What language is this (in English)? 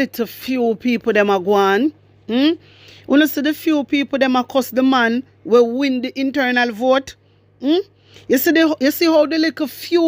Jamaican Creole English